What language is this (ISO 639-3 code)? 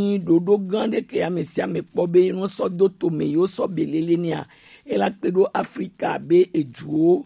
gej